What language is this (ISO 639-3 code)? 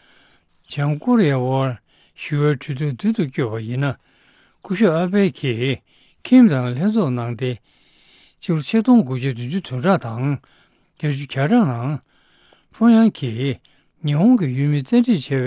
bod